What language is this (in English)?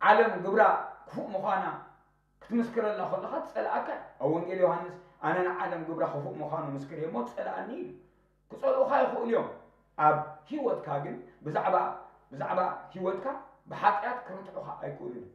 Tigrinya